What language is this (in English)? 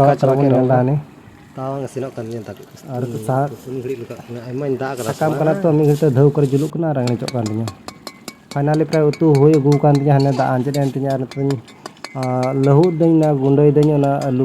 Santali